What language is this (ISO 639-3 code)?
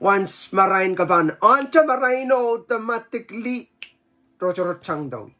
pon